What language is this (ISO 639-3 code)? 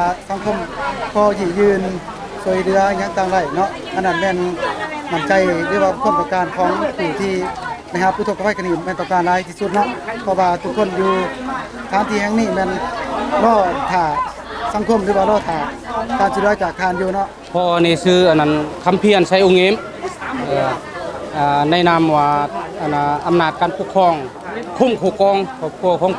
lao